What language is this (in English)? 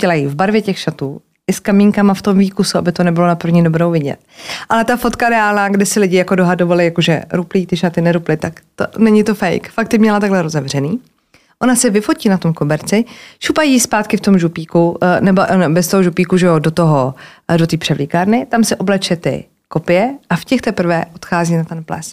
Czech